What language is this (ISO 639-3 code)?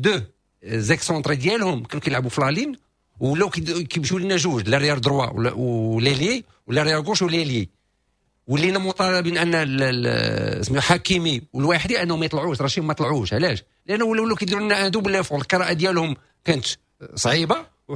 ary